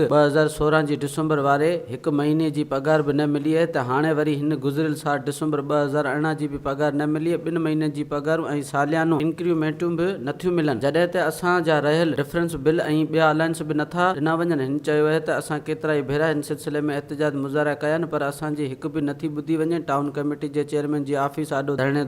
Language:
Sindhi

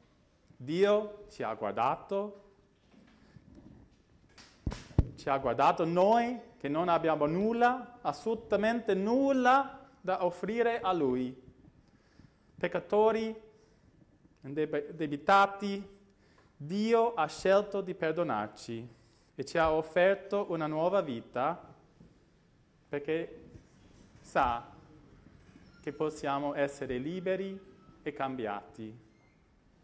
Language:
Italian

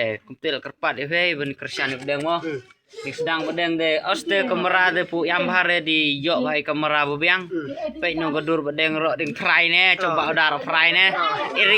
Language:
Khasi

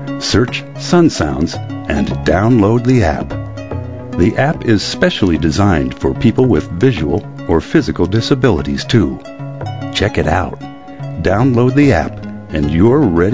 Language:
English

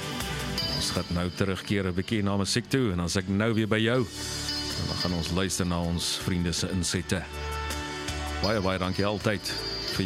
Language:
Afrikaans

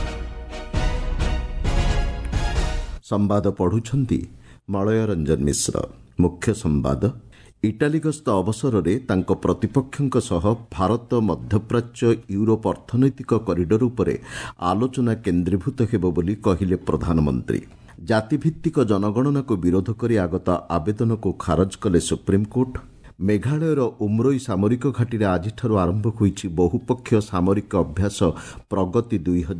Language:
Odia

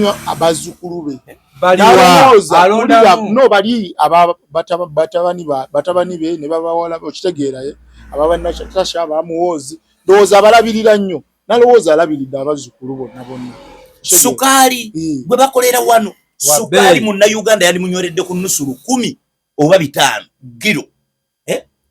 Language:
Ganda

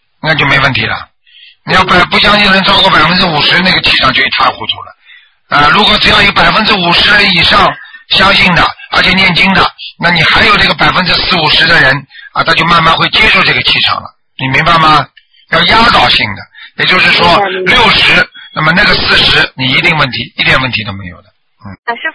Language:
Chinese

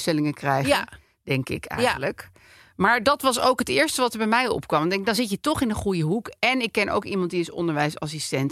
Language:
Dutch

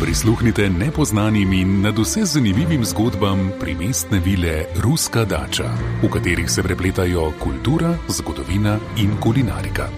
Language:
Slovenian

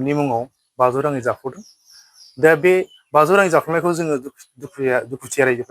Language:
Bodo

